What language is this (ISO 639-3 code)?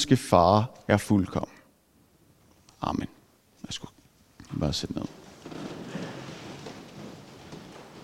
dan